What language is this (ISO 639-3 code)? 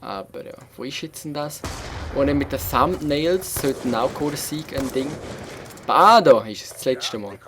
gsw